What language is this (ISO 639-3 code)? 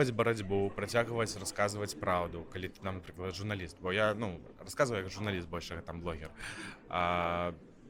bel